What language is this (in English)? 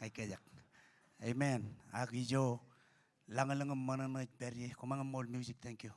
Marshallese